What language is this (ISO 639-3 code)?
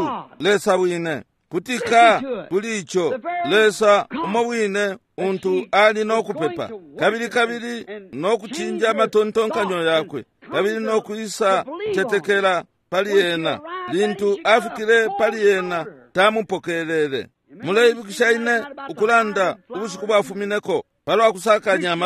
bem